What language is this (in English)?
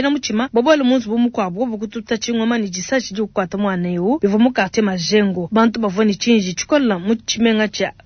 Luba-Lulua